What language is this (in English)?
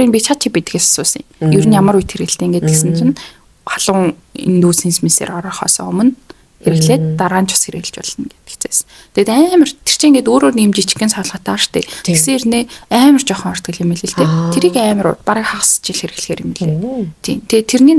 Mongolian